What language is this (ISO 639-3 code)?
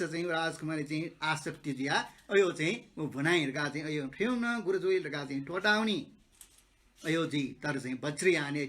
new